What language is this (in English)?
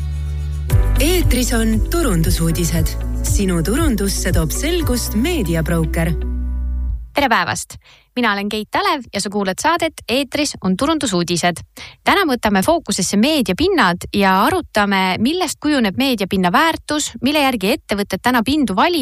Estonian